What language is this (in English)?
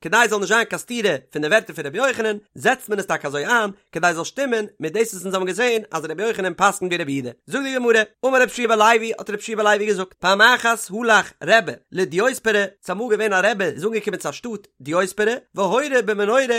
Yiddish